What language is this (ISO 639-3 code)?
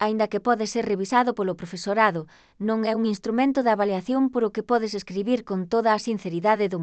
glg